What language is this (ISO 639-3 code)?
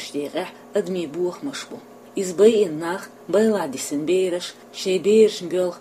che